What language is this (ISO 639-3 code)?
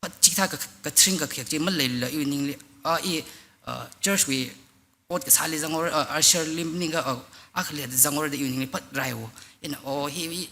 nmf